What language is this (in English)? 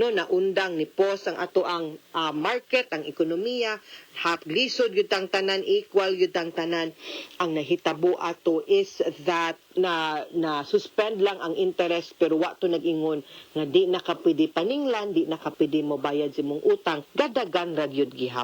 Cebuano